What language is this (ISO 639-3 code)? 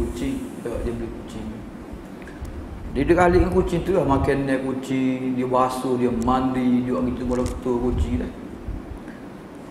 msa